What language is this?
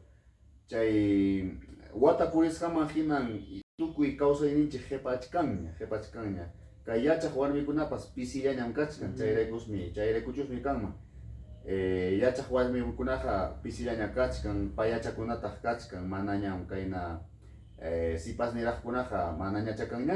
Ayacucho Quechua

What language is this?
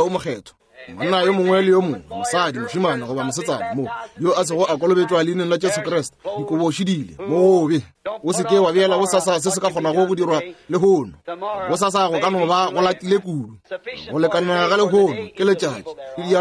Northern Sotho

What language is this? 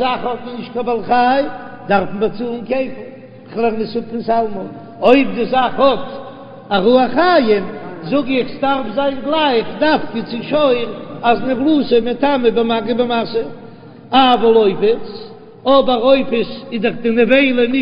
Yiddish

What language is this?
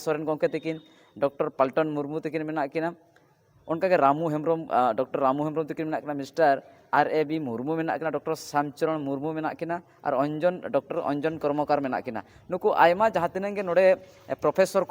Santali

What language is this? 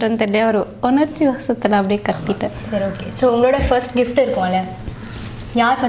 Tamil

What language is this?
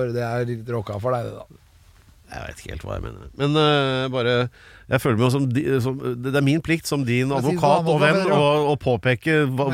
Norwegian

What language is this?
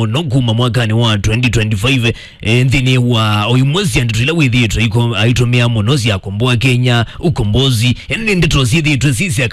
Kamba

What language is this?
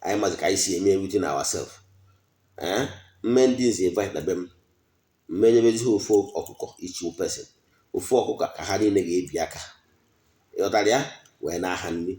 Igbo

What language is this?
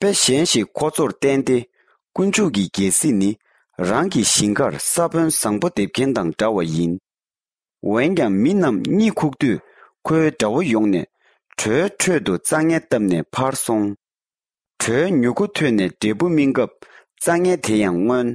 Tibetan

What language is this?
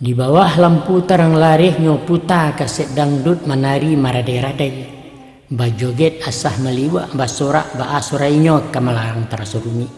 Minangkabau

